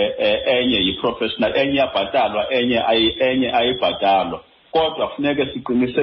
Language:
Xhosa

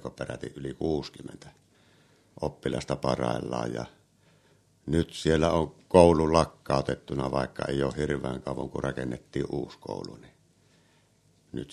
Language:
Finnish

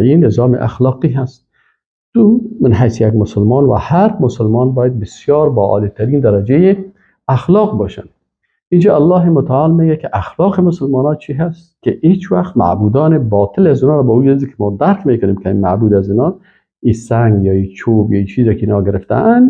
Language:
Persian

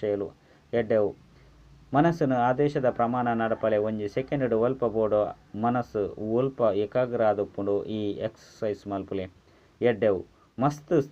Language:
Tulu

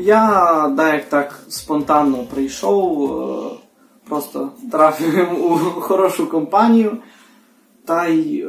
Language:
Rusyn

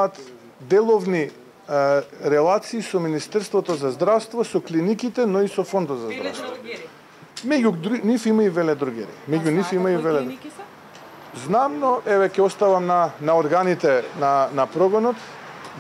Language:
Macedonian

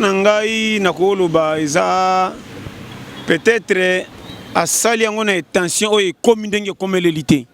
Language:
Lingala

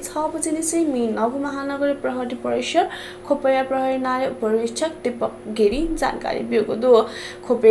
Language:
Newari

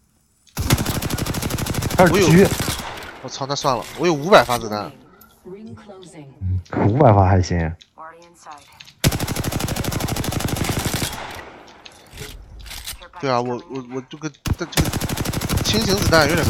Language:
Chinese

